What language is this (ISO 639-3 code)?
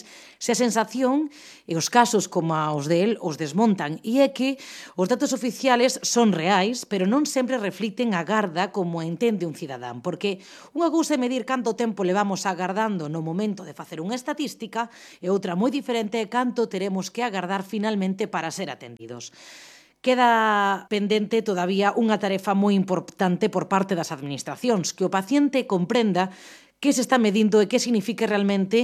glg